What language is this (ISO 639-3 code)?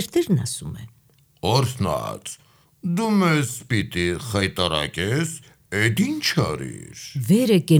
hye